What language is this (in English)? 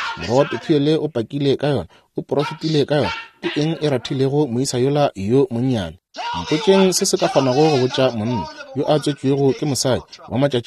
Northern Sotho